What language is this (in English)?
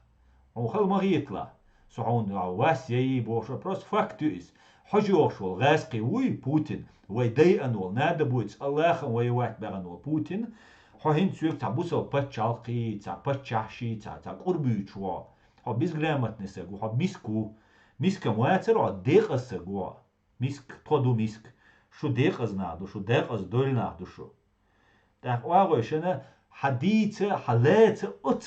Chechen